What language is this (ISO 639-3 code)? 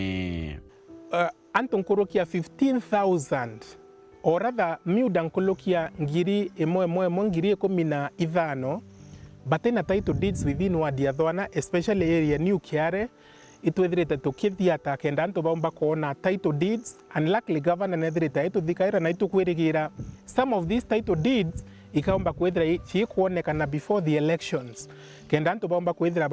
mer